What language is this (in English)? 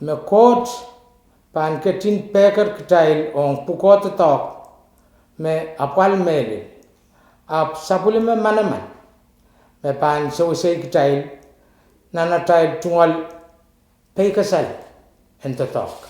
Pohnpeian